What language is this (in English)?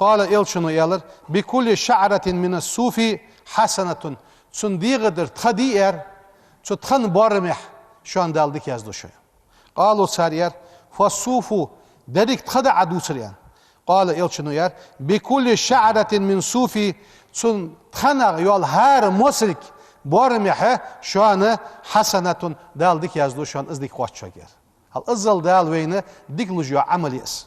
Ingush